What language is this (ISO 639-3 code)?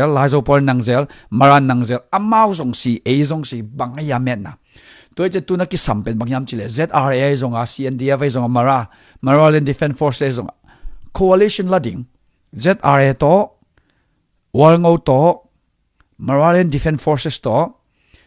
ctd